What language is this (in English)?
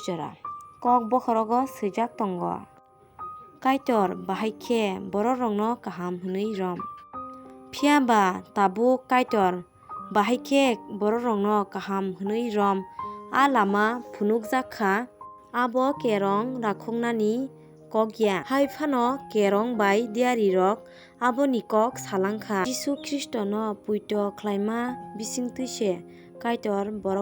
Kok Borok